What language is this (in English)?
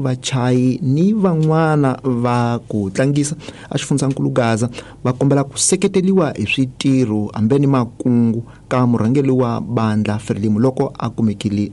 Tsonga